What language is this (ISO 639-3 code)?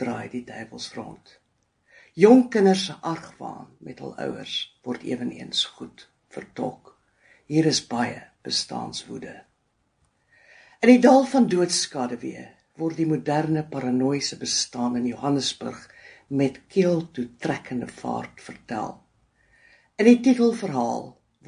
afr